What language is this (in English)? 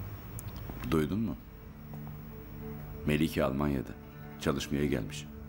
Turkish